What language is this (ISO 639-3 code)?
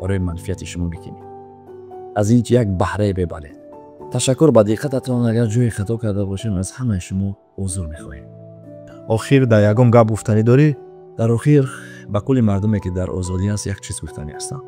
tgk